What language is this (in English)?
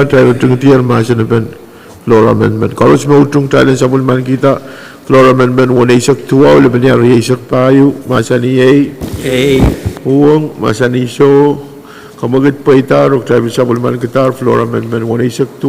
Pohnpeian